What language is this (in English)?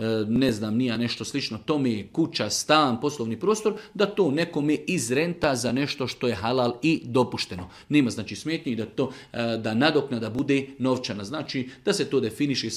Serbian